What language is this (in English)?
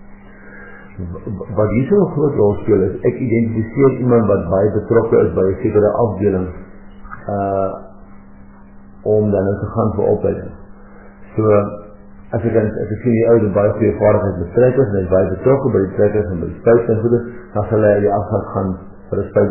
Afrikaans